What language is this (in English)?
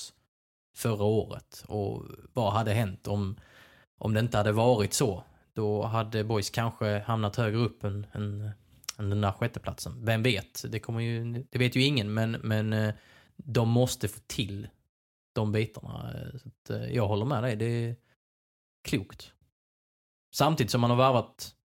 Swedish